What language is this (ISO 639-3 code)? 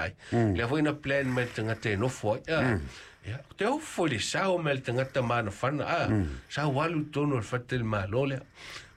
smo